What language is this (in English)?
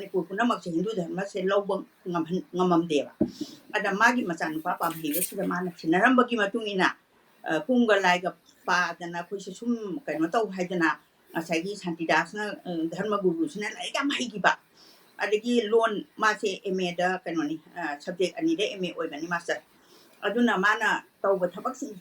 Manipuri